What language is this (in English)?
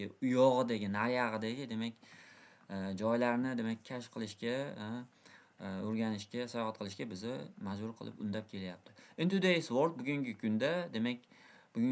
Uzbek